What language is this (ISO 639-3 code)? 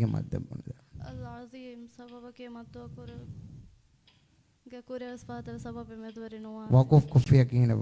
div